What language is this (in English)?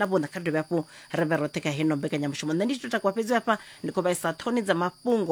Venda